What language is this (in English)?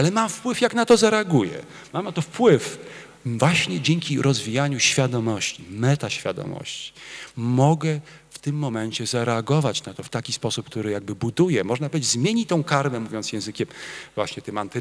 Polish